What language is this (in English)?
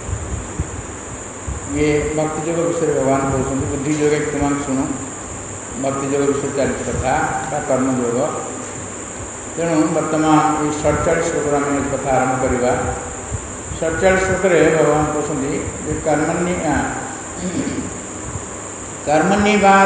Odia